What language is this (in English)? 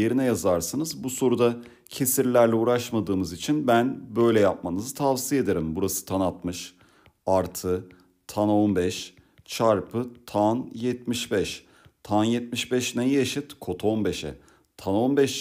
Turkish